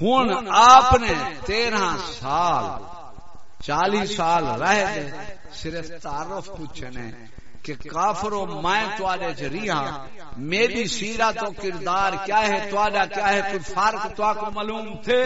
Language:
Saraiki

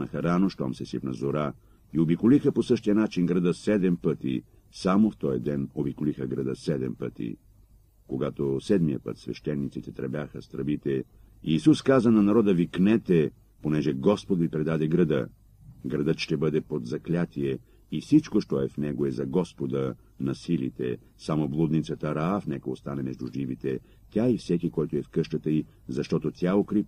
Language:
Bulgarian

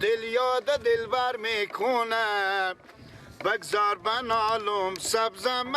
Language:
Persian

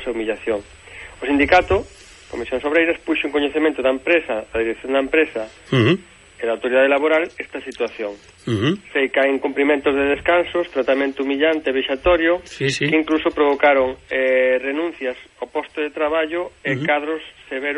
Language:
Galician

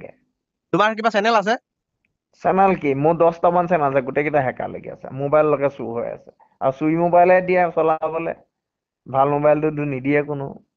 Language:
Assamese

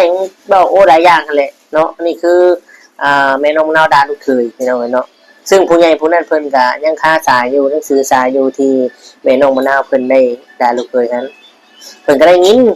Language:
Lao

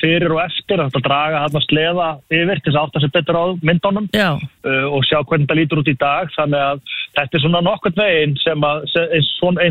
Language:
Icelandic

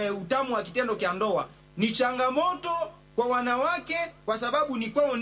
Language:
Swahili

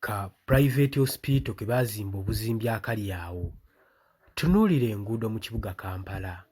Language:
Ganda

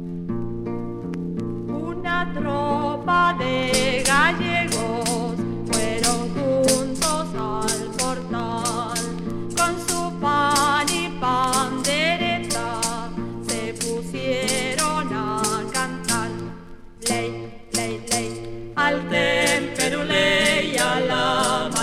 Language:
Spanish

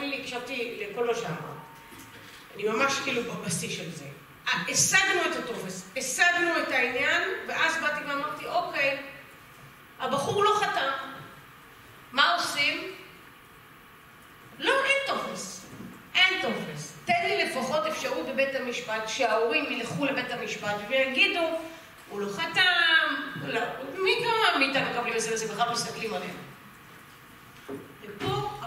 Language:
Hebrew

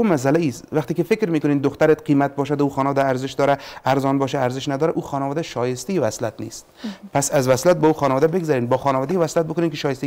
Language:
Persian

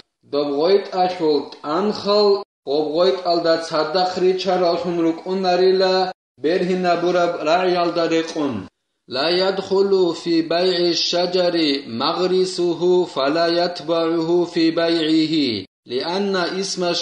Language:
Avaric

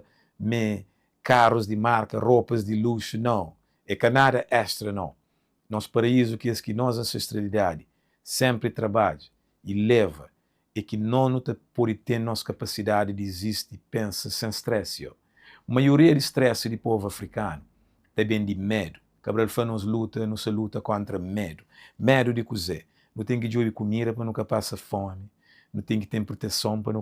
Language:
Kabuverdianu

